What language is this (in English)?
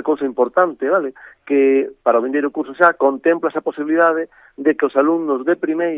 Galician